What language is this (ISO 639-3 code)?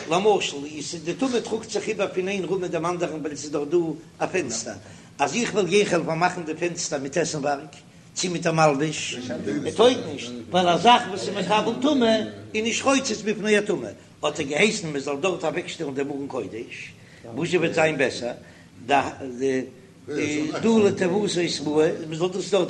yid